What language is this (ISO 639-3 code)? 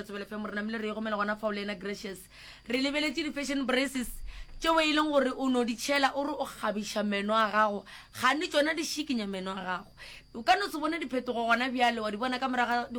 nso